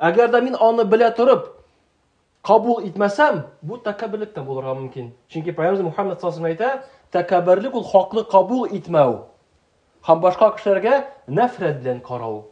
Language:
Tatar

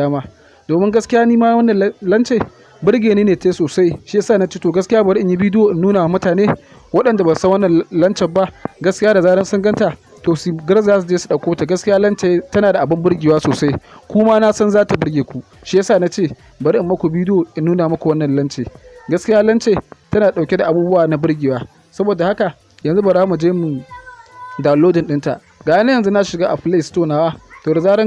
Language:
Hausa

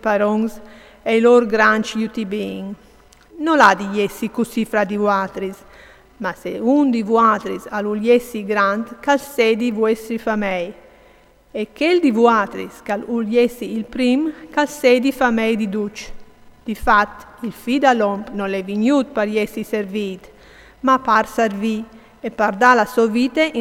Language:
Friulian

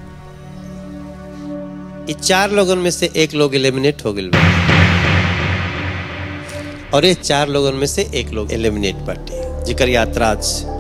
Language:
Bhojpuri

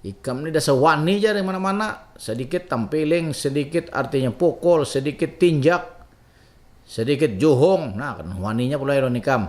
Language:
Banjar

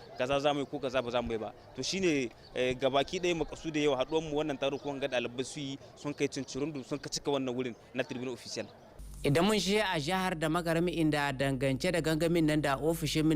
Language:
Hausa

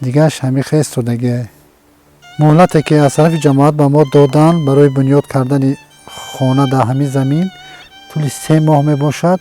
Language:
Tajik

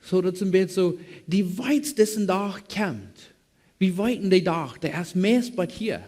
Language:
Plautdietsch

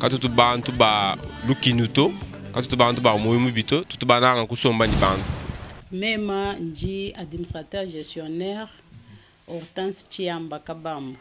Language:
Luba-Lulua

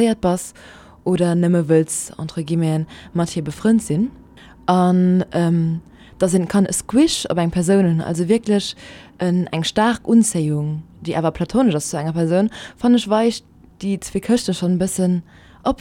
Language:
Luxembourgish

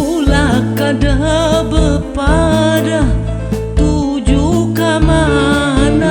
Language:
Banjar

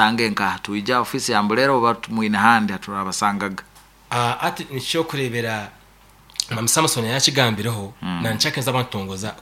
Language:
Nyankole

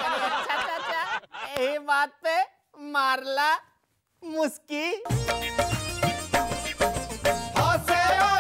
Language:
Bhojpuri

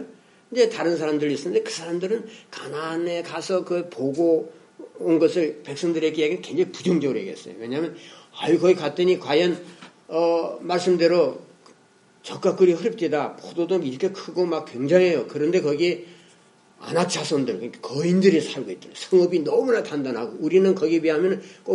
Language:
Korean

